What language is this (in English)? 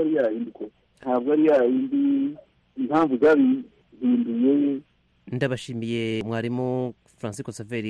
Kinyarwanda